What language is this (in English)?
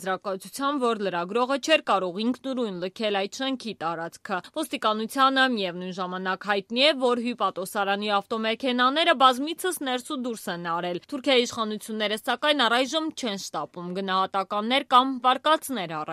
Armenian